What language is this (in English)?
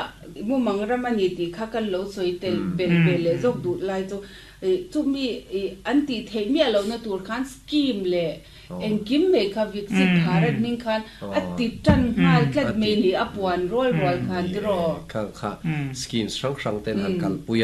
Mizo